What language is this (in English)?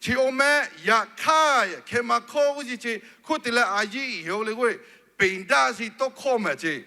Lahu